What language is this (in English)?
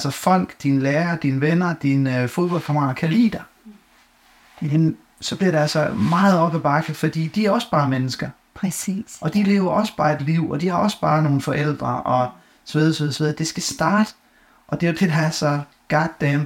Danish